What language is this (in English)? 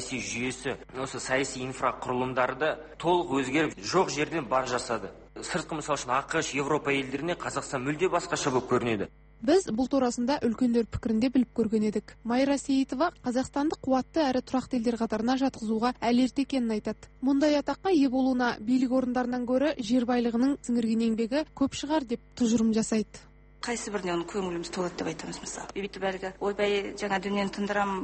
Kazakh